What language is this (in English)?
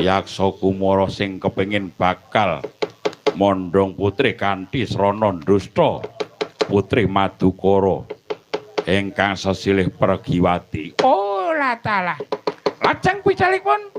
Javanese